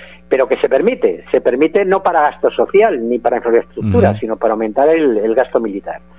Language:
Spanish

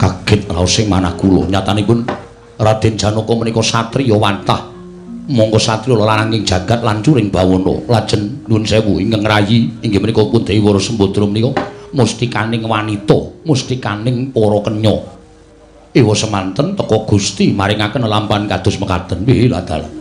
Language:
Javanese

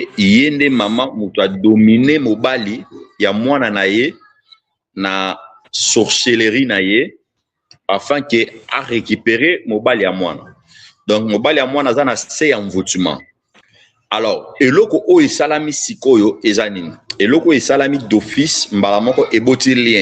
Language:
Lingala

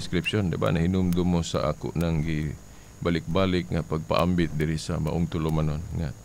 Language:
Cebuano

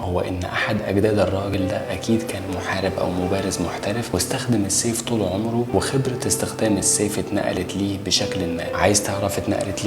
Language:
Egyptian Arabic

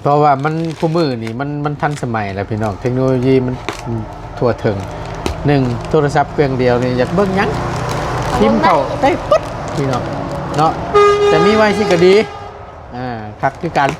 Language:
Northeastern Thai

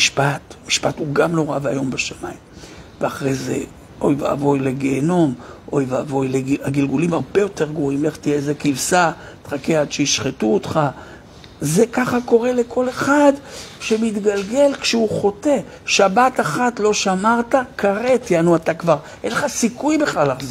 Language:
Hebrew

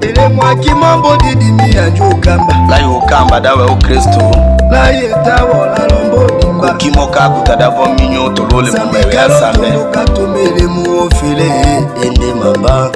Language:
Tetela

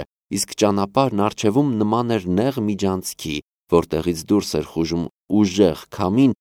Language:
Armenian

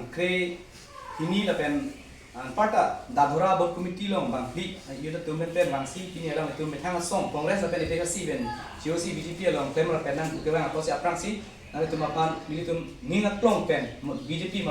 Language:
Karbi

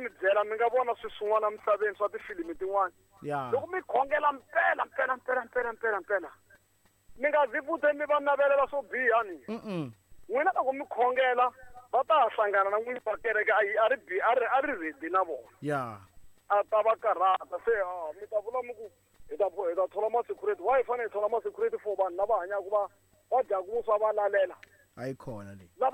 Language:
Tsonga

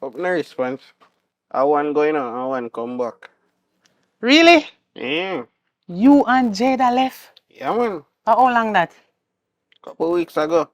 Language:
Jamaican Creole English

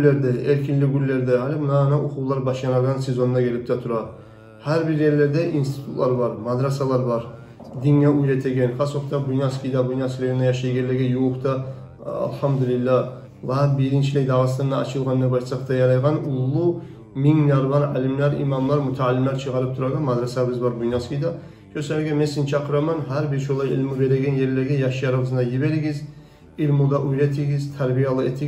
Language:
Kumyk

